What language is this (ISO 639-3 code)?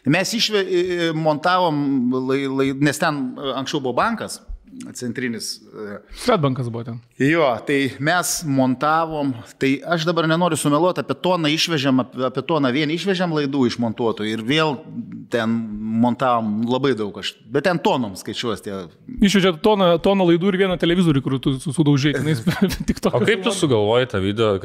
lit